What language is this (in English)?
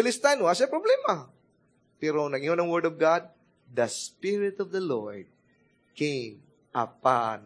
Cebuano